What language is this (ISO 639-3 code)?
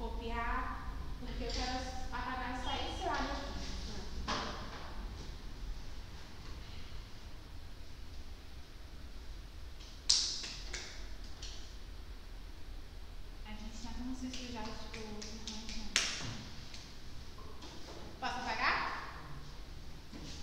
por